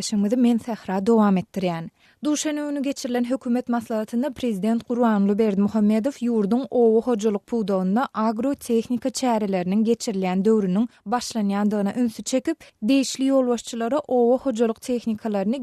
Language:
Turkmen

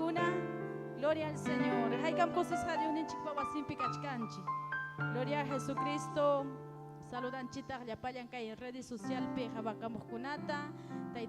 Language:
Ayacucho Quechua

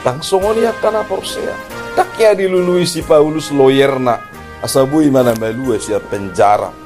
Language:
Batak Toba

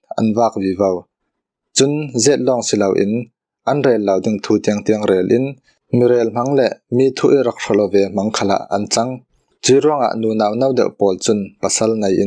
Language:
Falam Chin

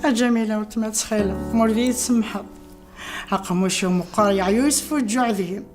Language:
Kabyle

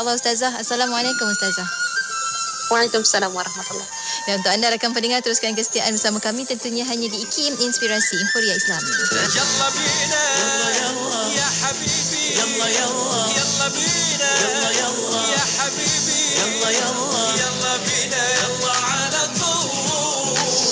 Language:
Malay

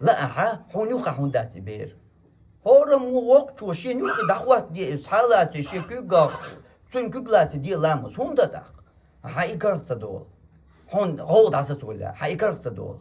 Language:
Chechen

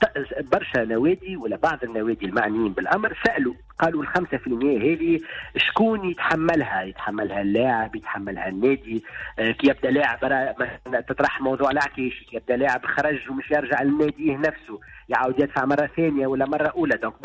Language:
Tunisian Arabic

